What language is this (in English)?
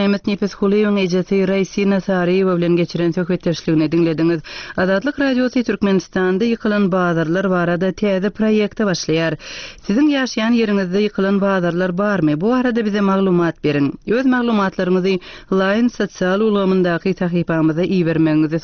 Turkmen